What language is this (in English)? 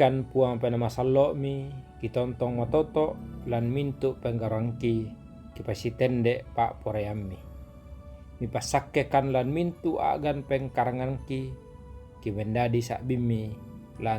Toraja-Sa'dan